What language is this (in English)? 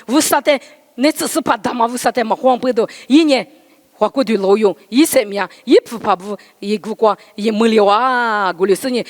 Lisu